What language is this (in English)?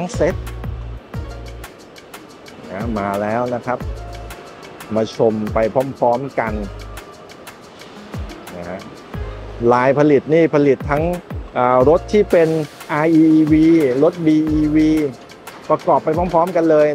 Thai